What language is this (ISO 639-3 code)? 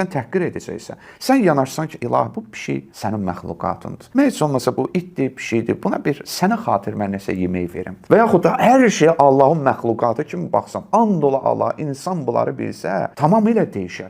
aze